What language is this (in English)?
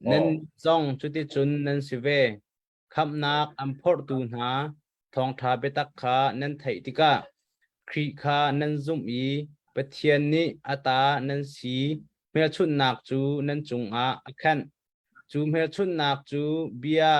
Hakha Chin